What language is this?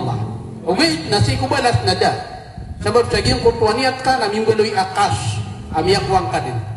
Maranao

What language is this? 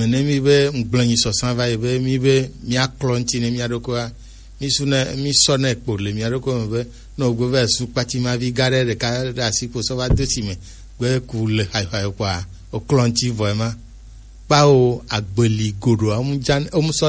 Gen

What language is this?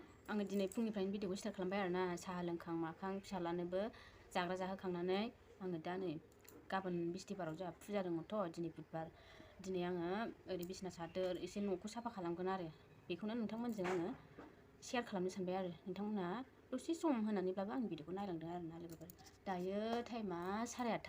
Bodo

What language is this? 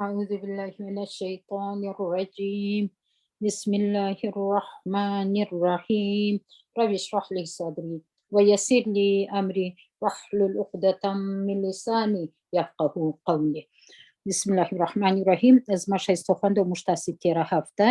Pashto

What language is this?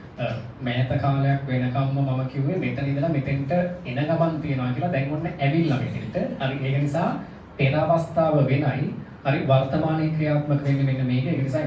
Sinhala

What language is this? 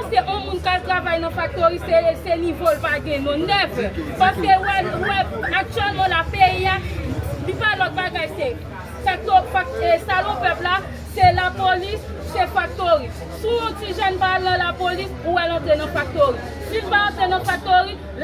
Haitian Creole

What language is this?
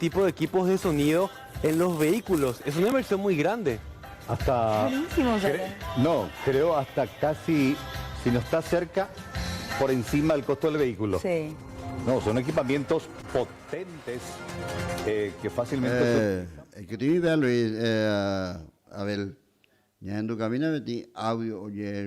Guarani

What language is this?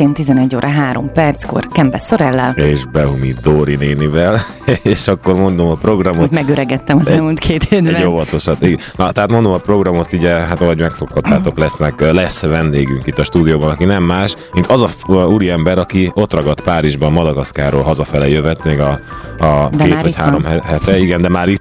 Hungarian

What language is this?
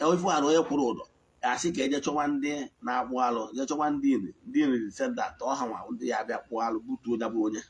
Igbo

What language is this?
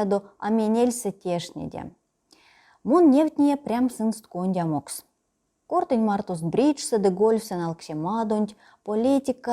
Erzya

